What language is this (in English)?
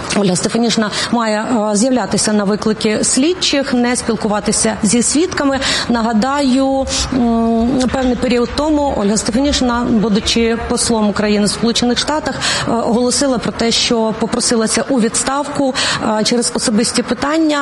Ukrainian